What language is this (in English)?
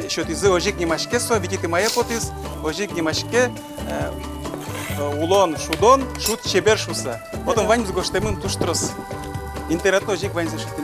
Udmurt